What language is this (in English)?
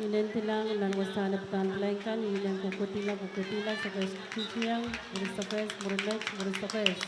Pohnpeian